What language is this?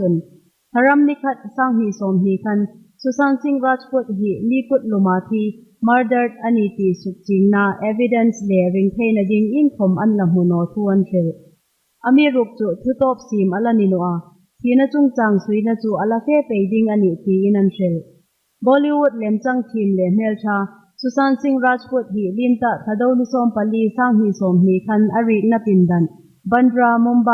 Hmar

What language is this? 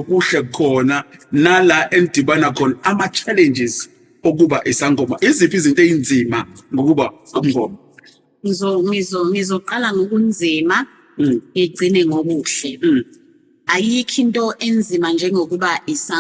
Zulu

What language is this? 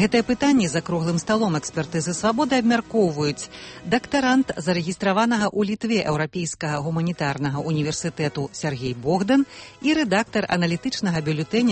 Belarusian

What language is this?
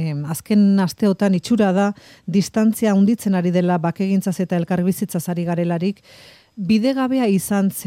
Basque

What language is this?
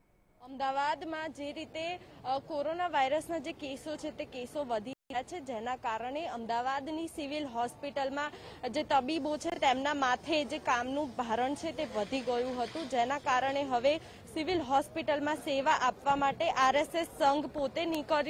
Gujarati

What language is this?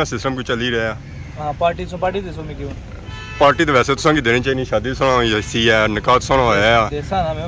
Pahari-Potwari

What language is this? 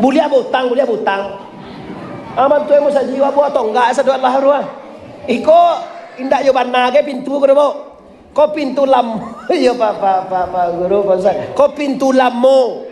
Minangkabau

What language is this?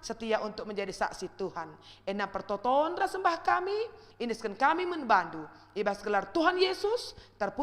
Batak Karo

